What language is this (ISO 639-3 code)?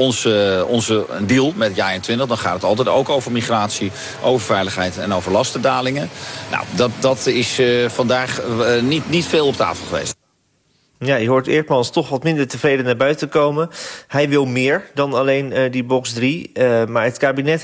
nld